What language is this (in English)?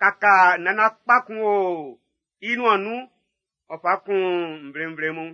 Baoulé